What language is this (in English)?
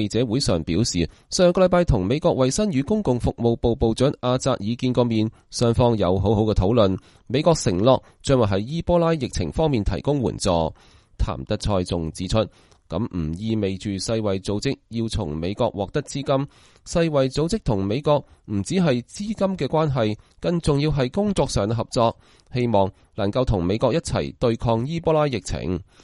Cantonese